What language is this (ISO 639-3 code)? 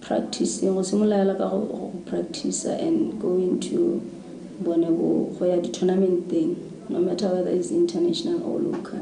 tsn